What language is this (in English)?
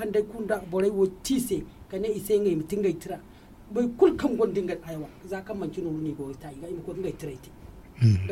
Zarma